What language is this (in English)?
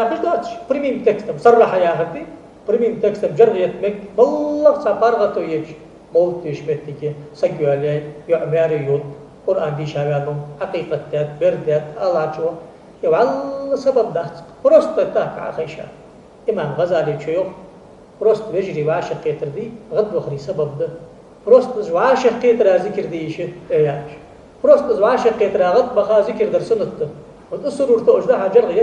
Ingush